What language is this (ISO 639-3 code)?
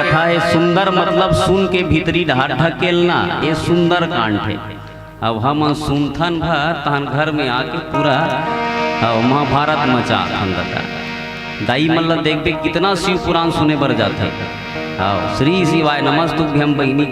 hne